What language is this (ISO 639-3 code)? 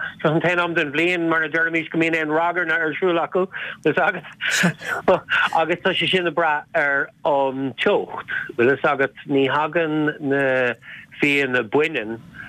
gle